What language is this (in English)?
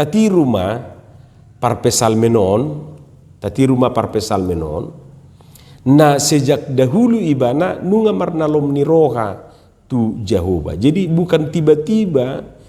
Batak Toba